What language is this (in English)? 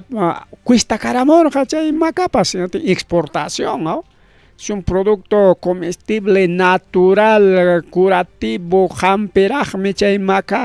Ayacucho Quechua